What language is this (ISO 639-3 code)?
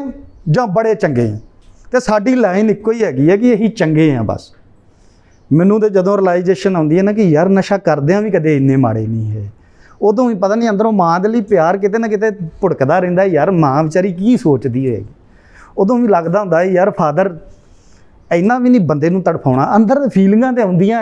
pan